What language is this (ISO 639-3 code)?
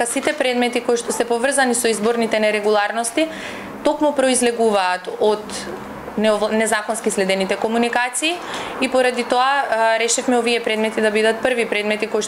mkd